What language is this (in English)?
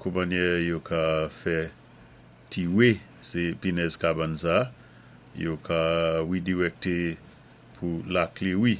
Saint Lucian Creole French